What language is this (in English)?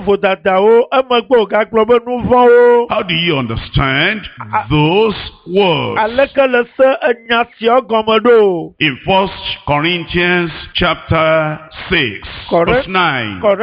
Ewe